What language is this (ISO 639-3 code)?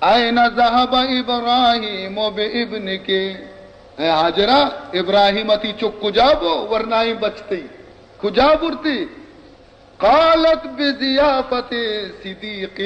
bal